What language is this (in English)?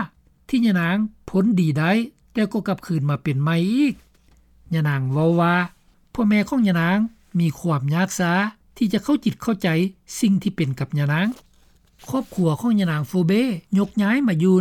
Lao